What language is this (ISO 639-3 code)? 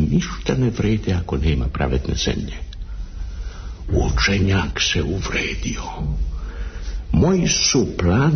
srp